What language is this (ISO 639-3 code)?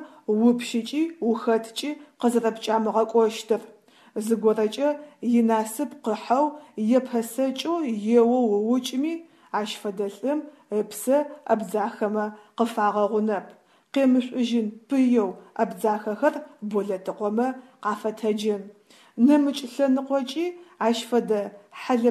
ady